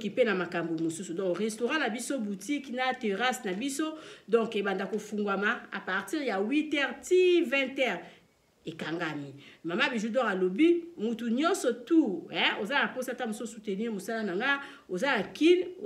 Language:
Lingala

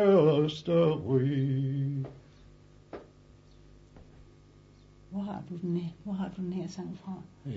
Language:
Danish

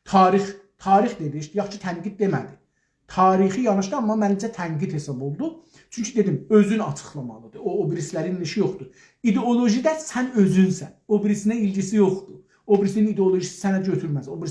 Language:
South Azerbaijani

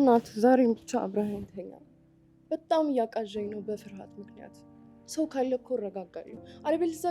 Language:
Amharic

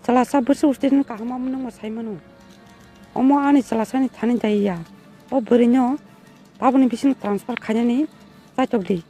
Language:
Kok Borok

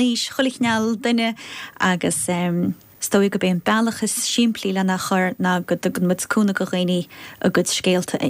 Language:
Irish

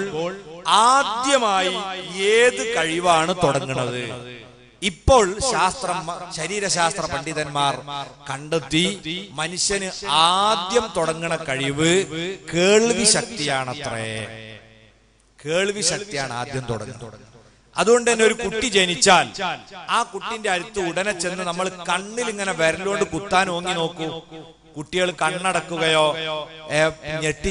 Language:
Malayalam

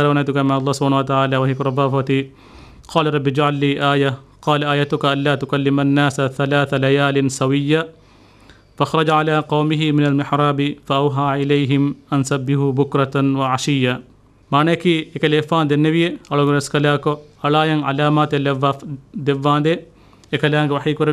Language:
Divehi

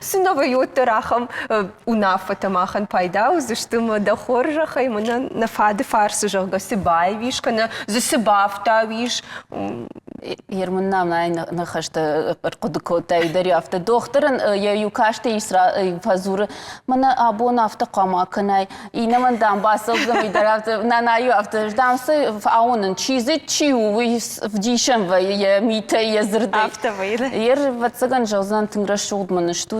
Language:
Ossetic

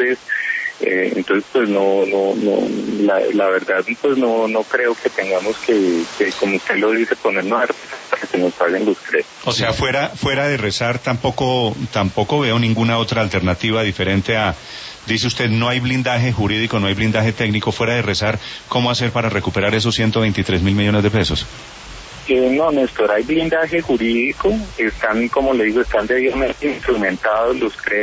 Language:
Spanish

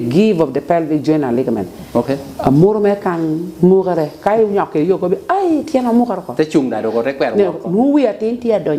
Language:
Lango (Uganda)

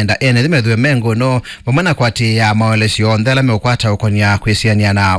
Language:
Kamba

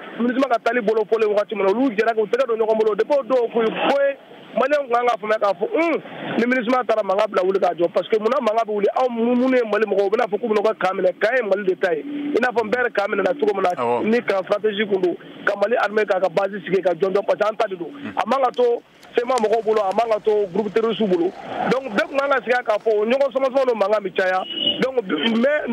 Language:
Bambara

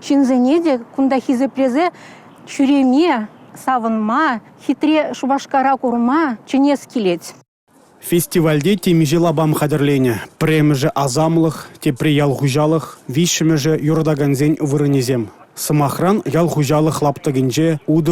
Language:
Chuvash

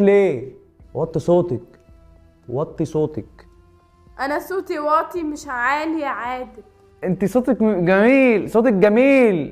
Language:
Egyptian Arabic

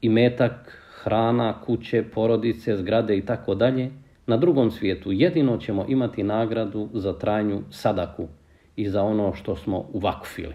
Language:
Bosnian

